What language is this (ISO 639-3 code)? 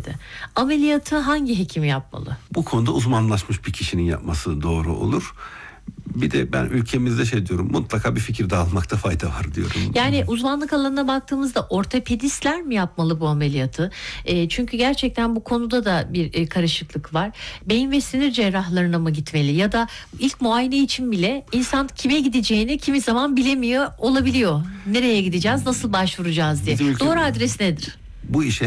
tur